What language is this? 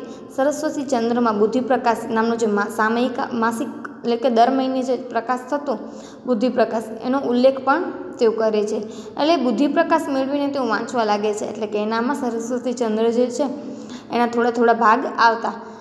Gujarati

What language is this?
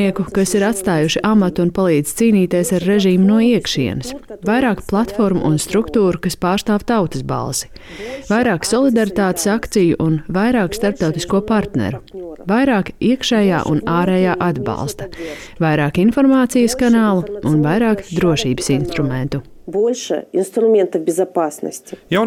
Latvian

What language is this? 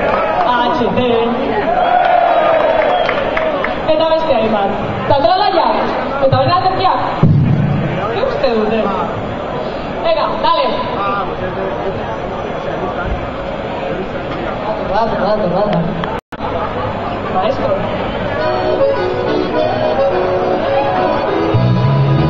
Basque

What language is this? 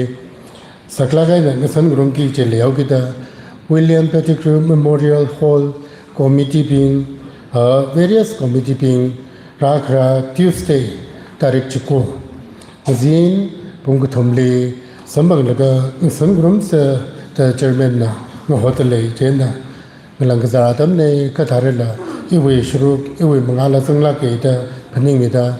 Tangkhul Naga (India)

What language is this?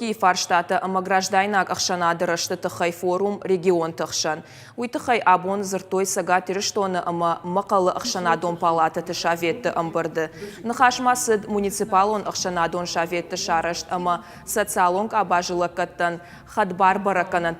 Ossetic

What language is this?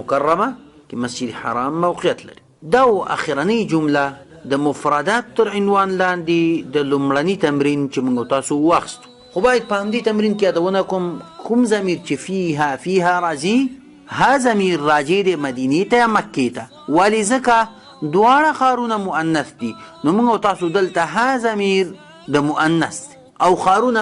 Pashto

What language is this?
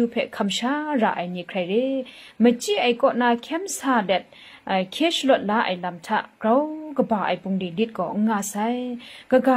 Kachin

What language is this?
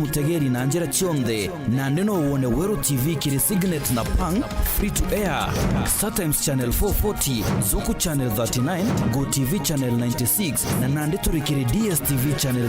Meru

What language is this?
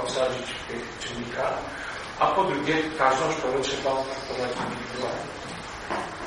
Polish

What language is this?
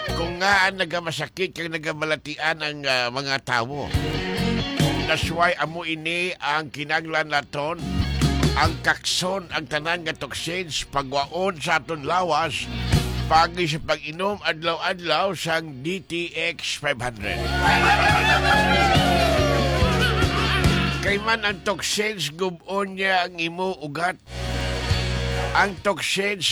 Hiligaynon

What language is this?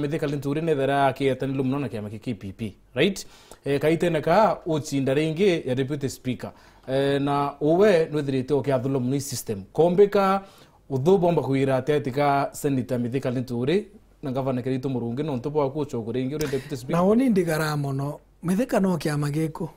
Meru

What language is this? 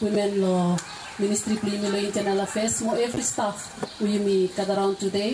Bislama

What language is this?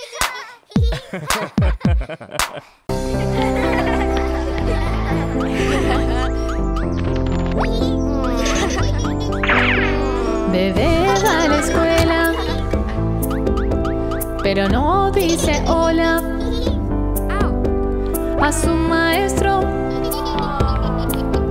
Spanish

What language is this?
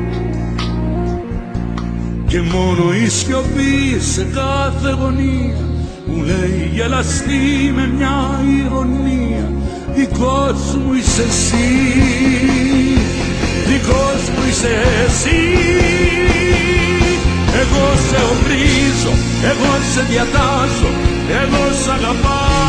Greek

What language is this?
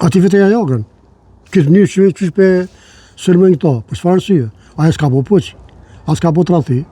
Albanian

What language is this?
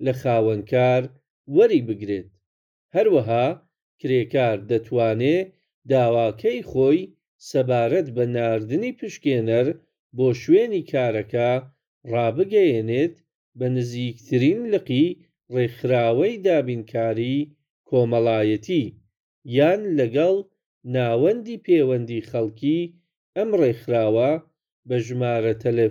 Central Kurdish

